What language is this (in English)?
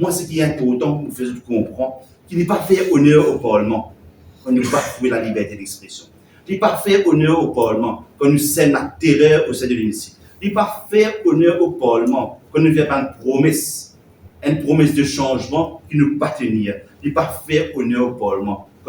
Morisyen